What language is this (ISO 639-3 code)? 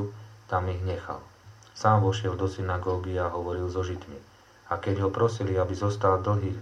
slk